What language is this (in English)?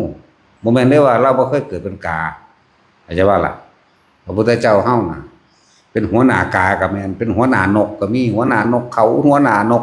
Northeastern Thai